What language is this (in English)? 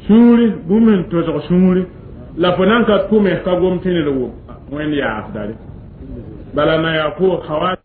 Mossi